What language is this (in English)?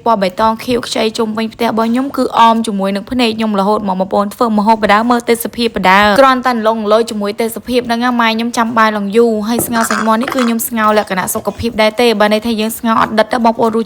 Khmer